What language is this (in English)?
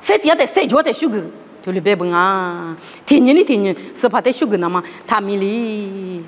Lisu